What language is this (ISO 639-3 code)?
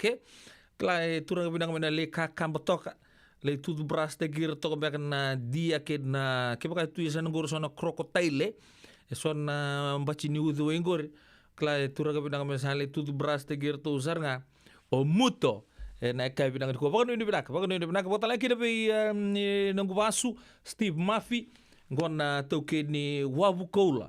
fij